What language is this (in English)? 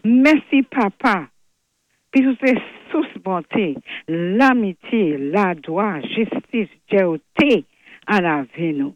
Saint Lucian Creole French